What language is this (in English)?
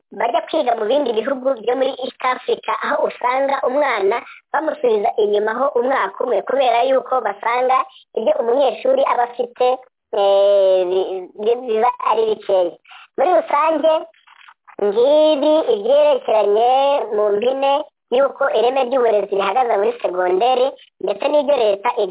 Kinyarwanda